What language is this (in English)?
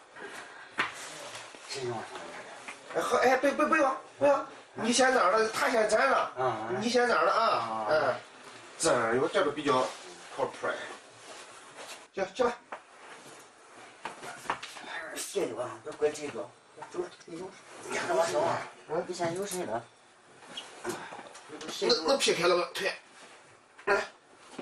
Chinese